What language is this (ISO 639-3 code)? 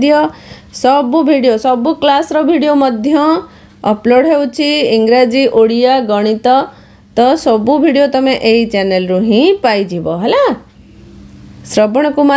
ori